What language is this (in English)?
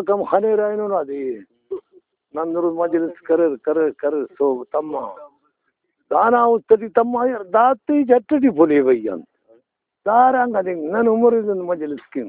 Brahui